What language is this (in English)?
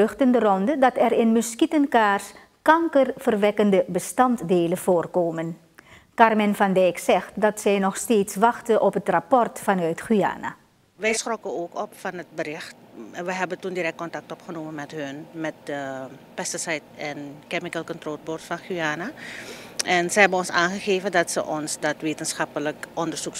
Dutch